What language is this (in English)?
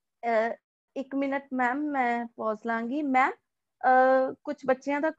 Punjabi